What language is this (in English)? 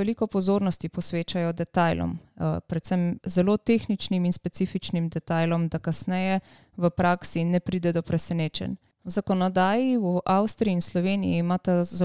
Slovenian